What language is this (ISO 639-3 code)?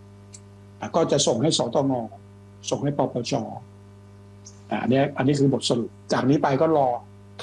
tha